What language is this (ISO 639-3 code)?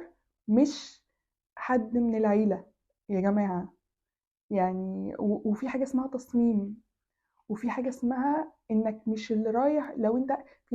arz